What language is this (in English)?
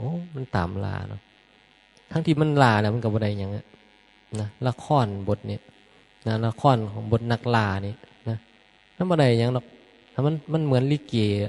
Northeastern Thai